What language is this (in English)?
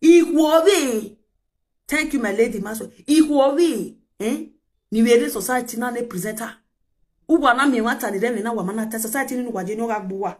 Nigerian Pidgin